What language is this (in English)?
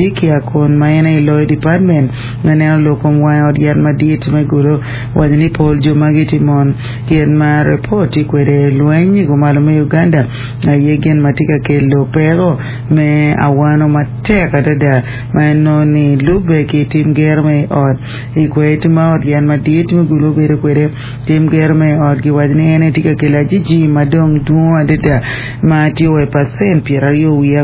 Acoli